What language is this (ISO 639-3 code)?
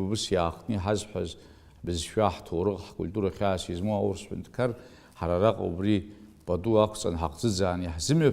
abk